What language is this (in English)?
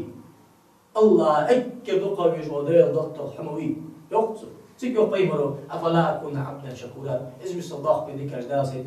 Ingush